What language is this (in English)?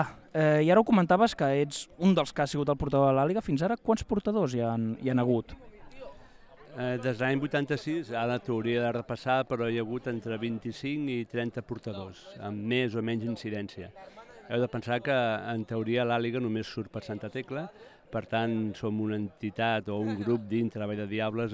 Catalan